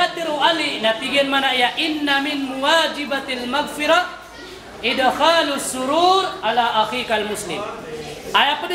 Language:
Maranao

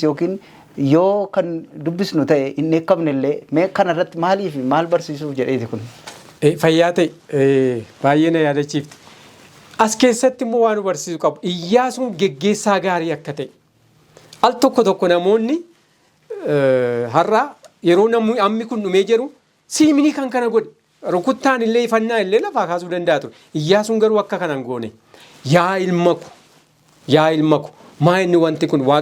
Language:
Oromo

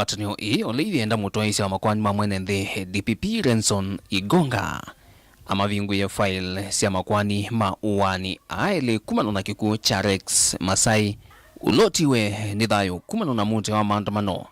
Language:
Kamba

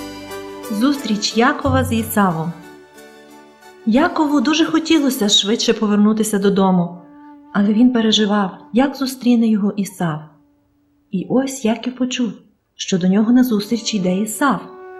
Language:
Ukrainian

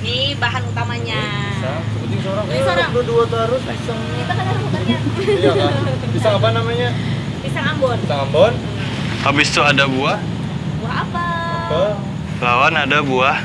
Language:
Banjar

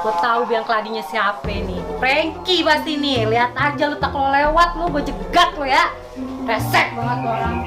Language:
Betawi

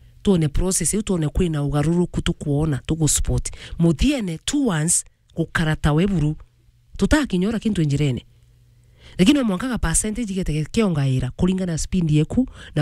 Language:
Meru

